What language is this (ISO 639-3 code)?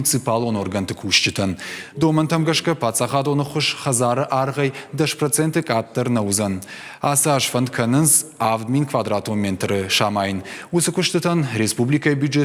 oss